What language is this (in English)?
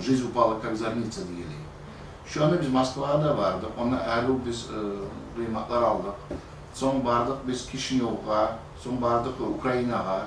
Kumyk